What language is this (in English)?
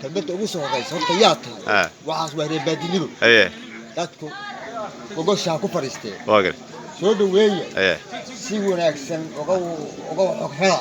Somali